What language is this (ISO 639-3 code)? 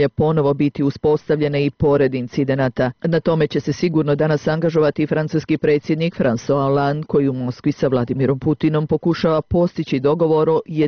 srp